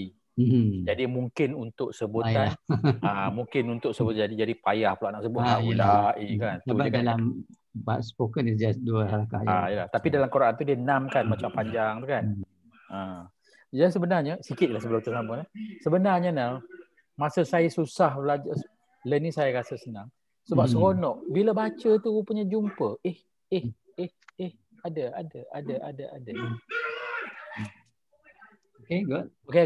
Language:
Malay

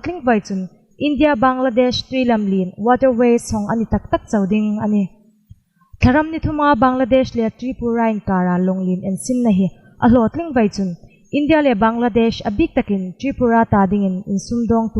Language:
Hmar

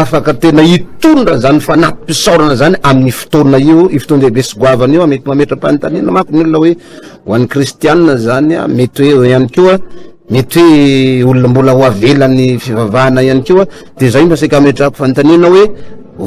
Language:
Malagasy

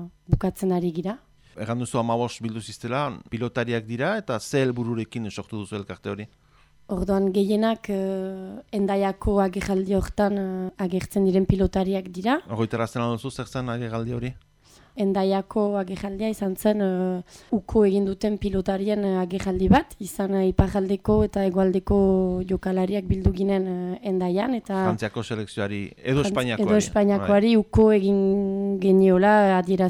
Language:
Basque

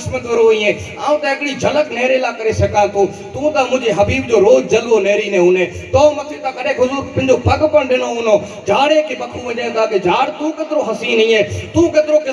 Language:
Sindhi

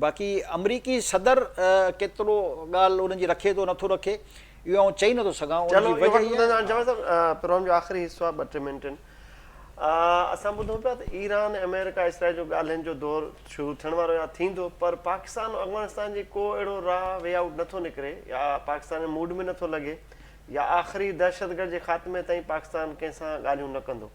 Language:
Sindhi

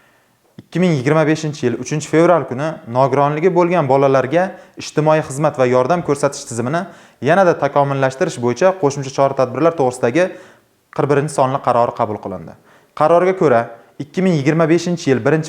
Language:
Uzbek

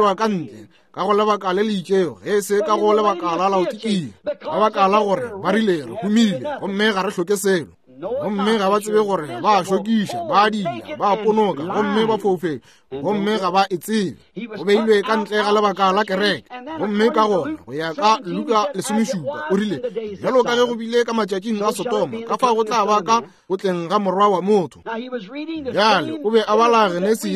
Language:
Northern Sotho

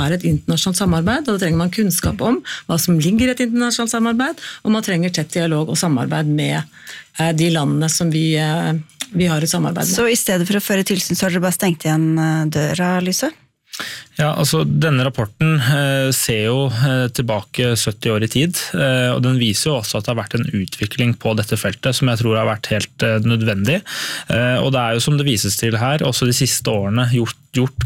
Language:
Norwegian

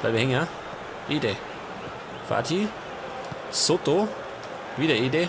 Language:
Bavarian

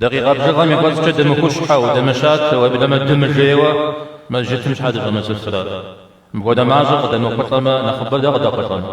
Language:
Kabardian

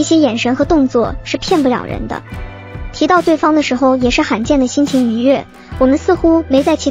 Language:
Chinese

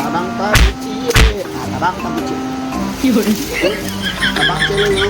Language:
Minangkabau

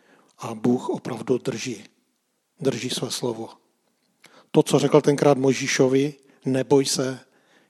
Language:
Czech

